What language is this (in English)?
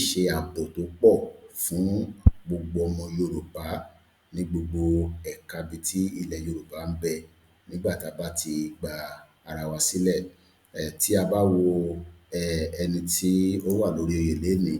Yoruba